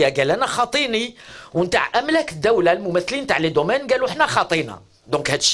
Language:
Algerian Arabic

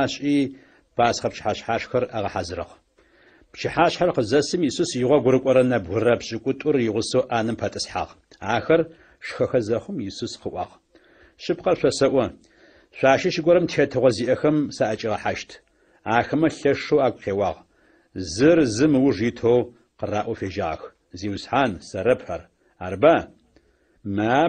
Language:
Adyghe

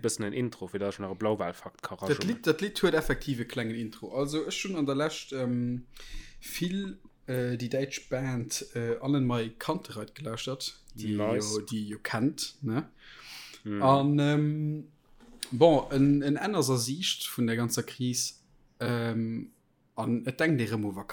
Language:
Luxembourgish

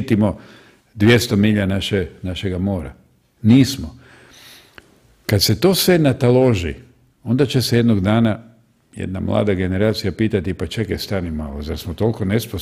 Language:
Croatian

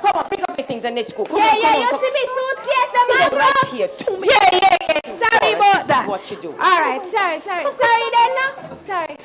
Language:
Jamaican Creole English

